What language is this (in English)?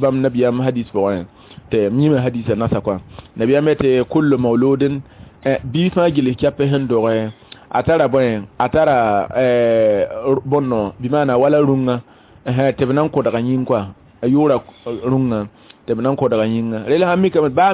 Mossi